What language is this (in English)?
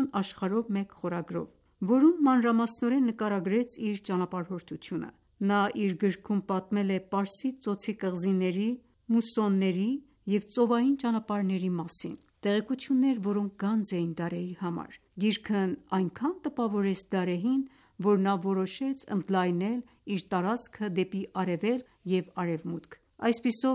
Armenian